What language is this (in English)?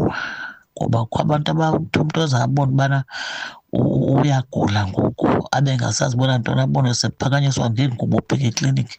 Xhosa